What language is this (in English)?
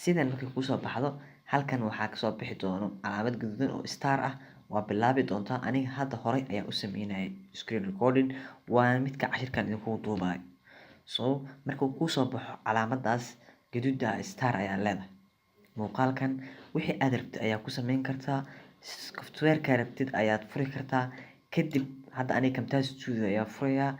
Somali